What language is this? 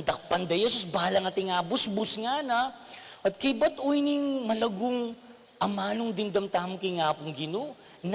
Pampanga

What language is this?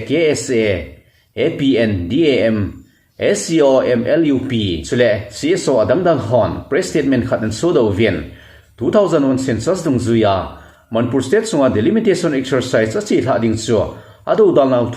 Thado Chin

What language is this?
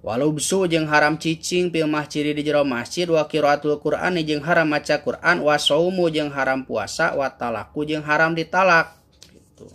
Sundanese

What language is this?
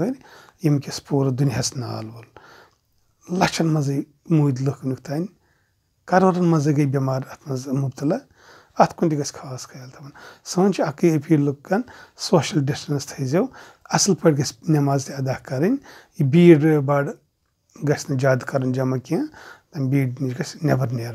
Kashmiri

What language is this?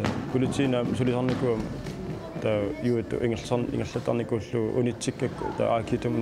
Kalaallisut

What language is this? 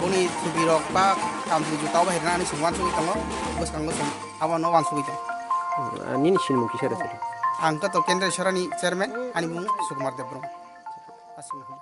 Kok Borok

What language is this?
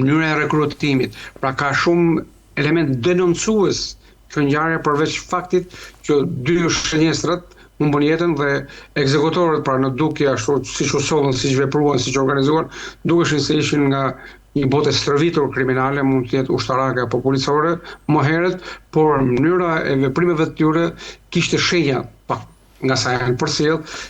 Albanian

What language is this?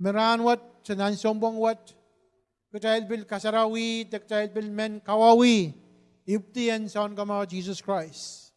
Pohnpeian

